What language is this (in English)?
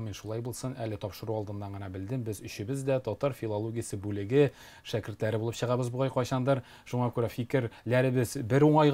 Tatar